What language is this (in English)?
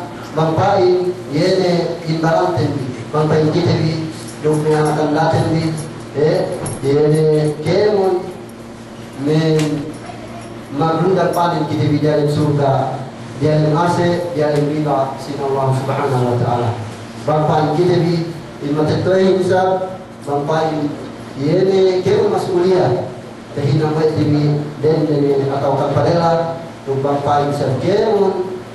Yakan